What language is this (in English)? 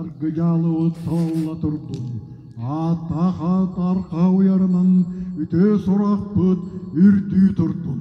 Yakut